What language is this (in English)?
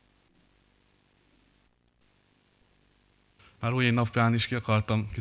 Hungarian